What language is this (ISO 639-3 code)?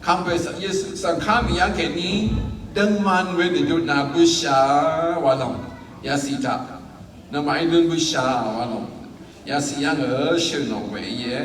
raw